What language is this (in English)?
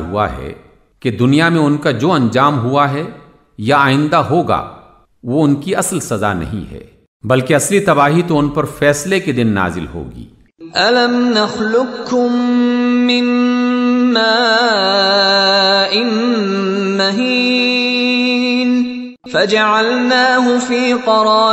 Urdu